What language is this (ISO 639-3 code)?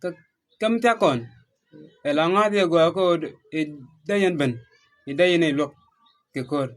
nus